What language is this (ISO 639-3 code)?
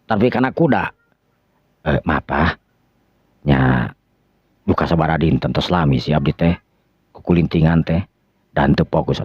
sun